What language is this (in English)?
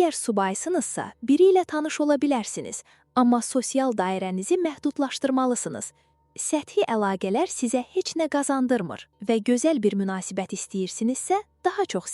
Azerbaijani